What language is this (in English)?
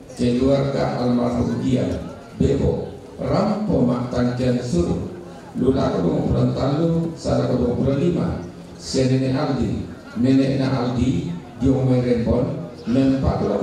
Toraja-Sa'dan